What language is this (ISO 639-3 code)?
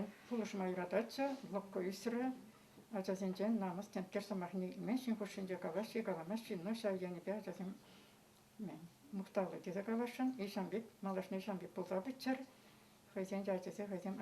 chv